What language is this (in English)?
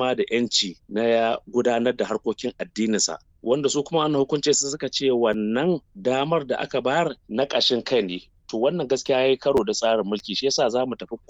Hausa